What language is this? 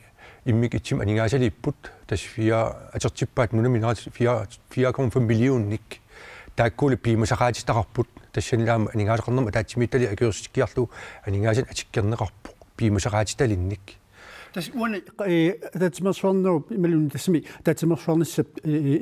Kalaallisut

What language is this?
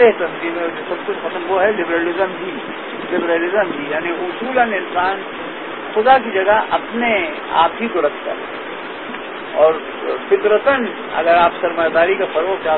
Urdu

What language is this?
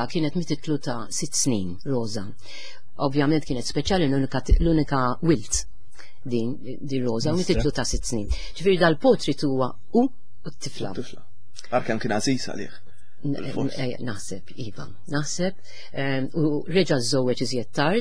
Maltese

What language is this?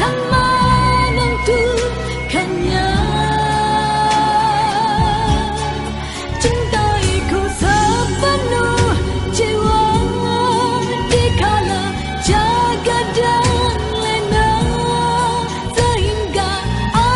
Malay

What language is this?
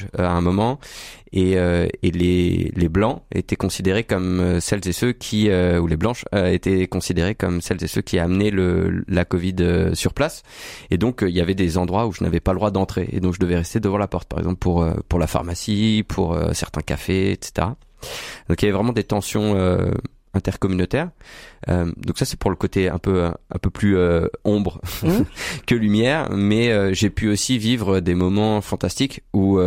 French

